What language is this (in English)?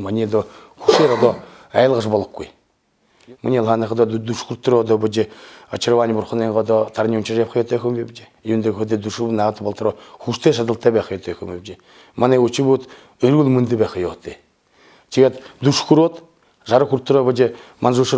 Buriat